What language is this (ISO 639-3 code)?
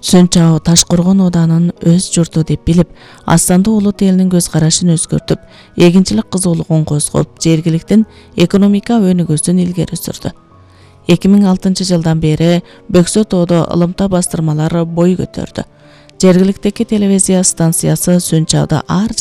kir